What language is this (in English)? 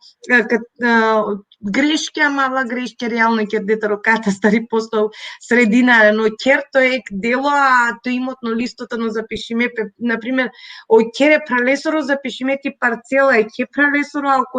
Balkan Romani